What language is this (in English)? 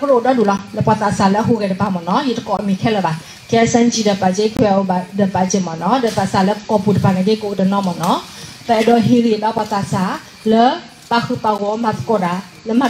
S'gaw Karen